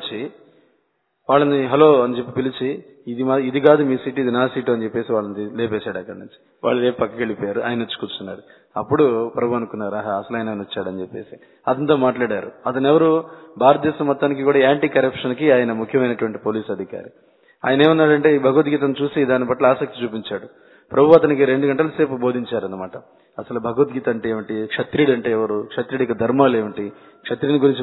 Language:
Telugu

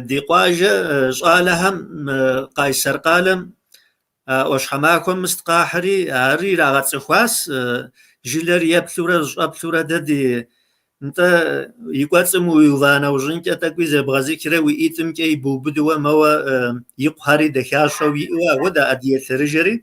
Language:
Kabardian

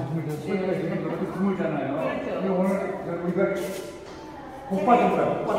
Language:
Korean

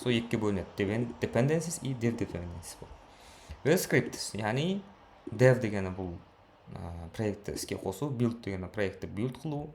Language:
Kara-Kalpak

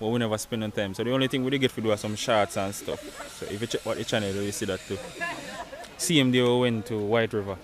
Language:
Jamaican Creole English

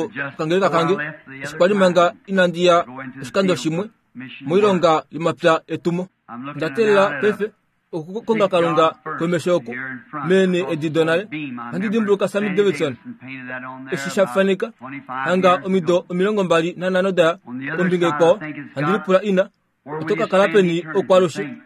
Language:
Kuanyama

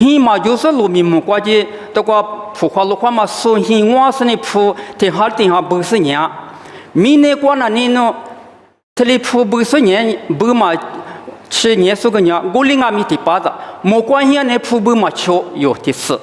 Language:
Lisu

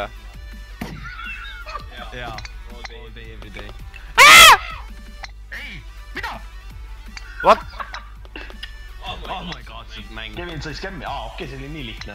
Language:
Estonian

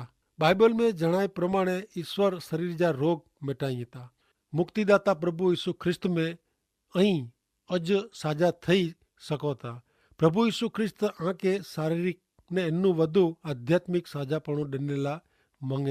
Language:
Kachhi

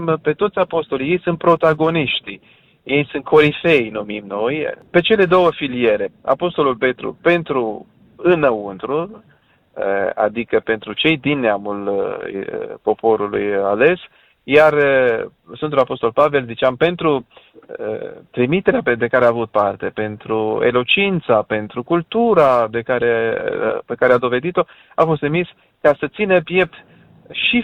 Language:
Romanian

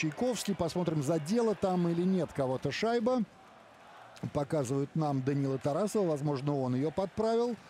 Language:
Russian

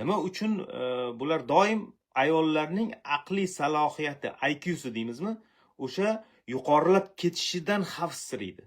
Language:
Uzbek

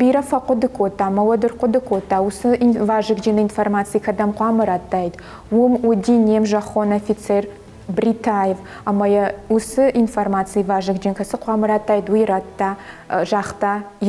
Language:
Ossetic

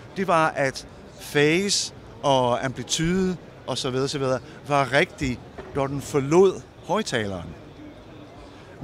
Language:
Danish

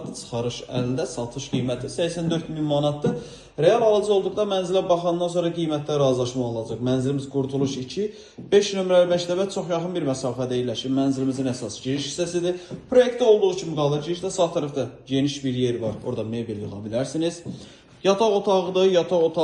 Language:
Azerbaijani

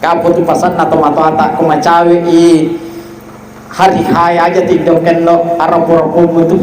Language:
Buginese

